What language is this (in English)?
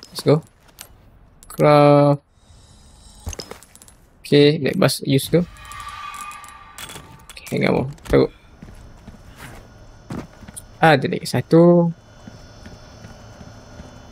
Malay